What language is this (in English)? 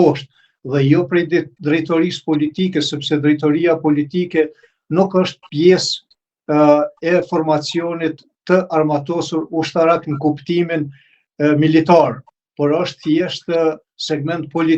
Albanian